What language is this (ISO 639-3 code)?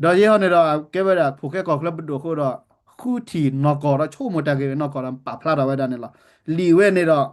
ksw